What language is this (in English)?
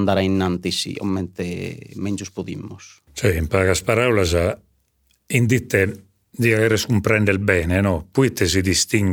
Sardinian